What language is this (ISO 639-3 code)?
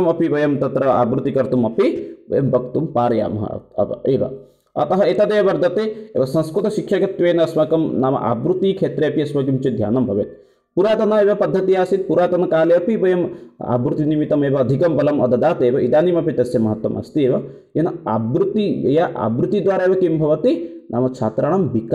san